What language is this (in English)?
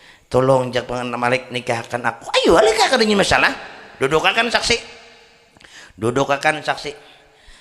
Banjar